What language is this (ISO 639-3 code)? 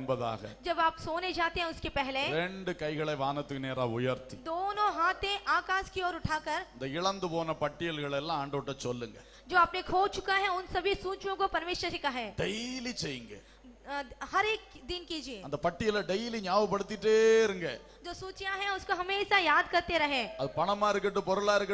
tam